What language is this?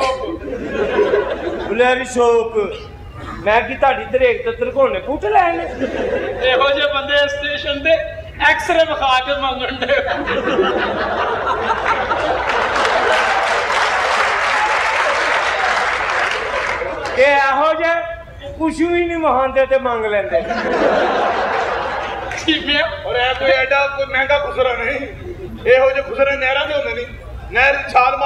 Punjabi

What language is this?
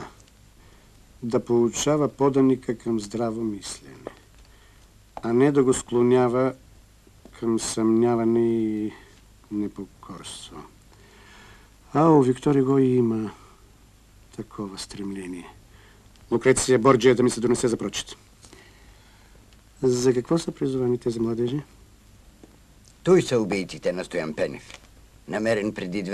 Bulgarian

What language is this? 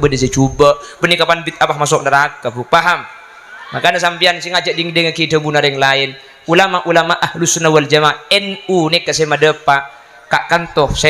Madurese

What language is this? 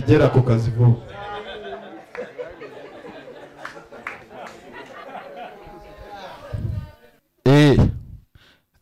Kinyarwanda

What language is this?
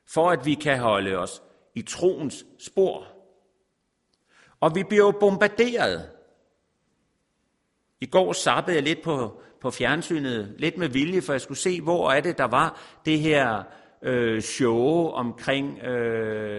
Danish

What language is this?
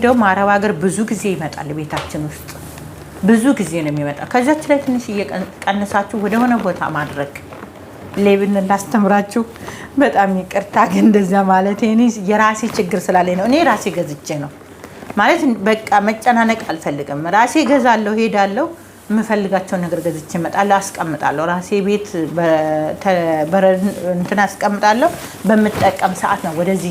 Amharic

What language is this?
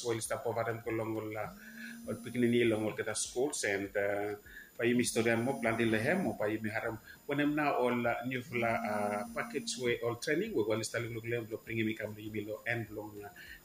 Bislama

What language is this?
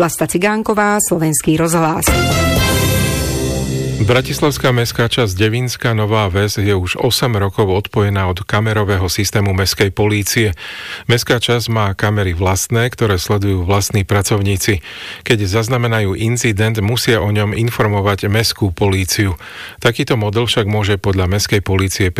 Slovak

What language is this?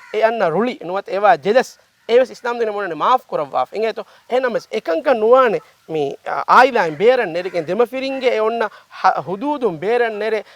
Divehi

